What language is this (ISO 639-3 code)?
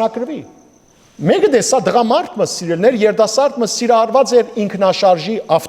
hyw